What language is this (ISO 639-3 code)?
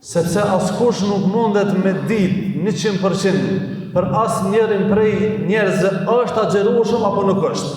sqi